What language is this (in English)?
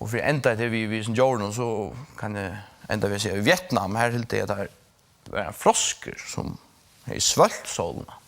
Faroese